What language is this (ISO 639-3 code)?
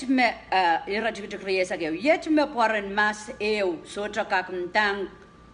pon